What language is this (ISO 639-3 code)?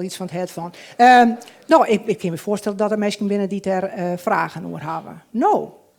fry